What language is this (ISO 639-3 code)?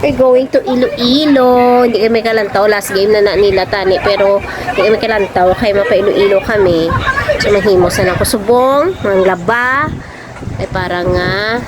hil